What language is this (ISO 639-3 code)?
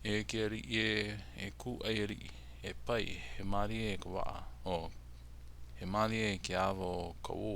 haw